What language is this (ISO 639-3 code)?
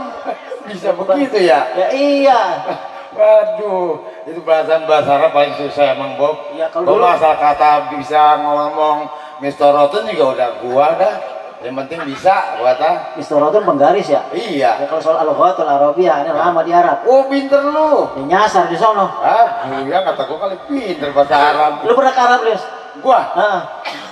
bew